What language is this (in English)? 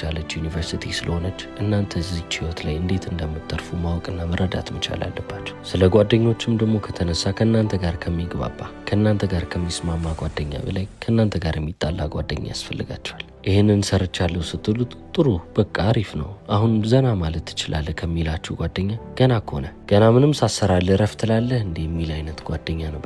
Amharic